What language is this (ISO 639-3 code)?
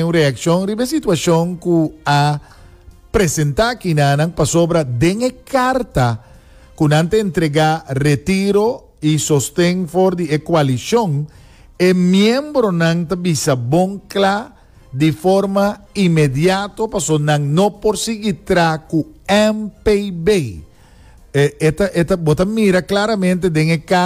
pap